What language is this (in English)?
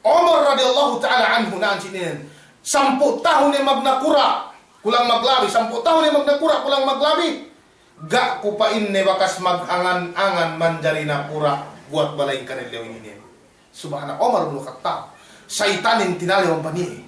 Yakan